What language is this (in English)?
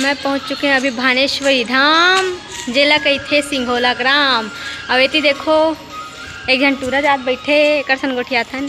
Chhattisgarhi